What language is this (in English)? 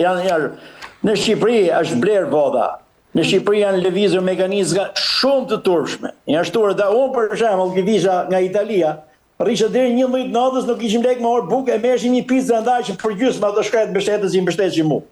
Albanian